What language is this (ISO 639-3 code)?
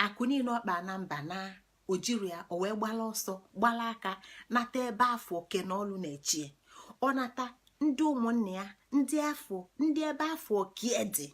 ibo